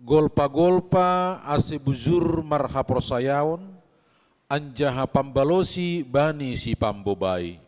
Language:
Batak Simalungun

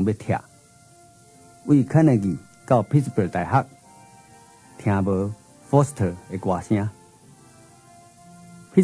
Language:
Min Nan Chinese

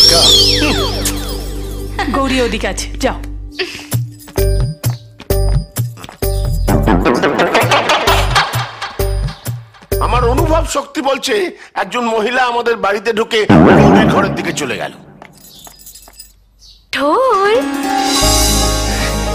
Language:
Bangla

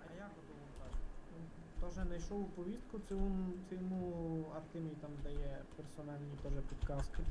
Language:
Rusyn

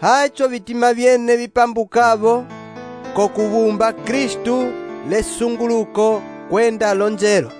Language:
Umbundu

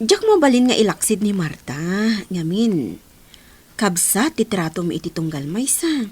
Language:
Iloko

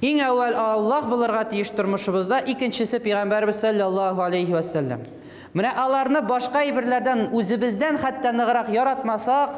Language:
Tatar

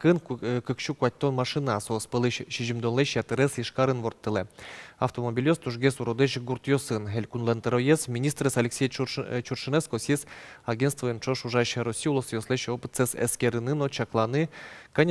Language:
Udmurt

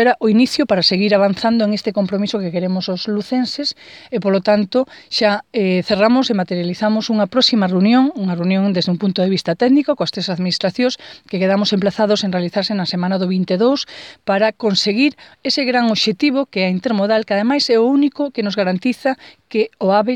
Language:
Galician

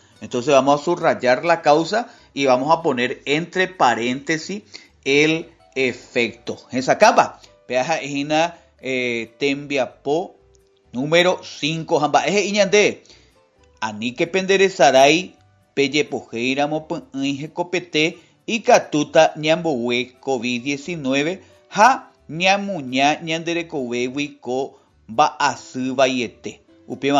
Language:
Guarani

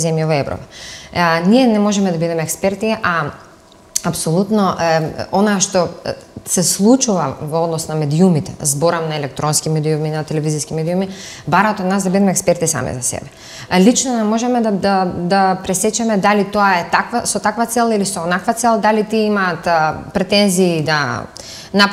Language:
Macedonian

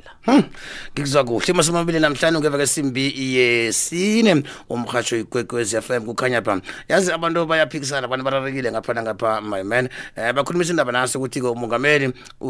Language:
South Ndebele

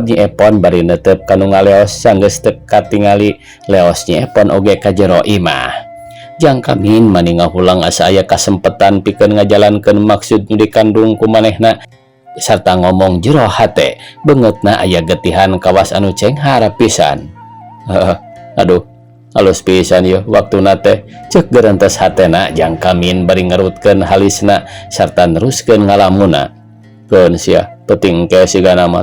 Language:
Sundanese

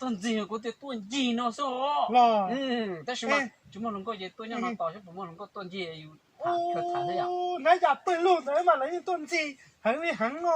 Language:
Hmong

